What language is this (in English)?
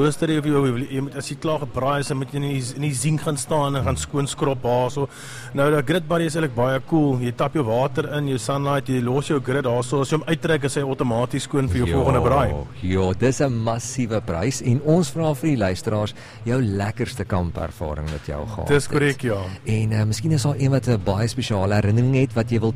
Afrikaans